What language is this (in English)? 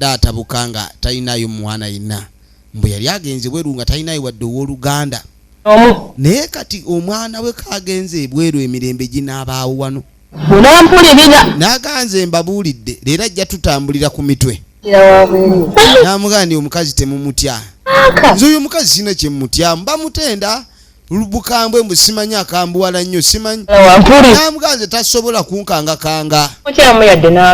Ganda